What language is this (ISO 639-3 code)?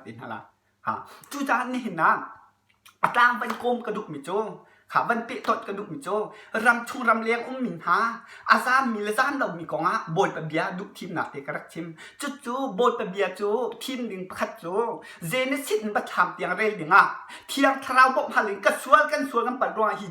cnh